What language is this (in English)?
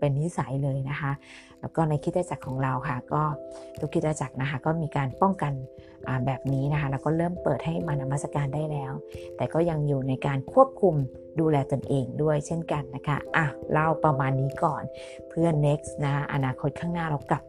Thai